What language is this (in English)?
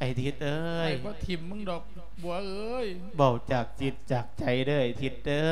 Lao